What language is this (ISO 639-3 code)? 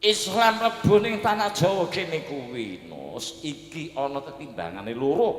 jav